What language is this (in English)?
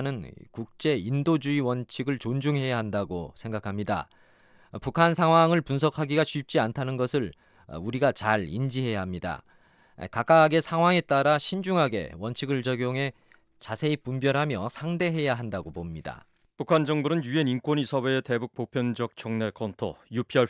Korean